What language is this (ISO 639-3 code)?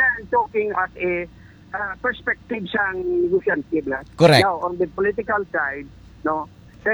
hil